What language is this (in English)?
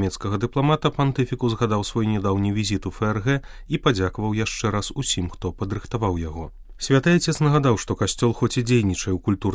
Belarusian